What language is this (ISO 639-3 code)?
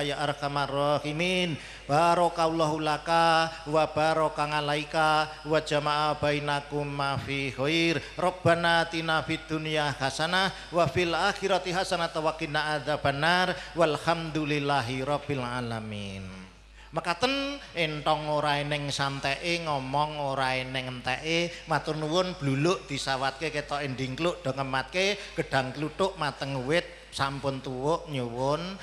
jav